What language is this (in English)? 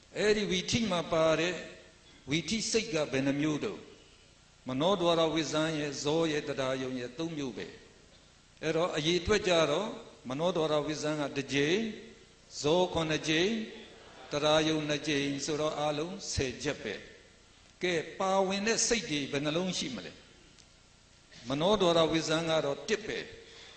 Burmese